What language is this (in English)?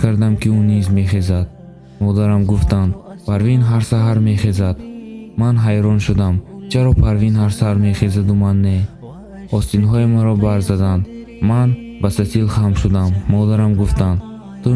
Tajik